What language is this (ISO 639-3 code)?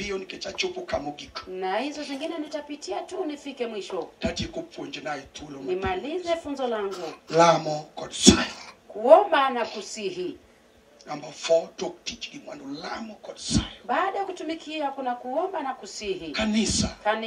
luo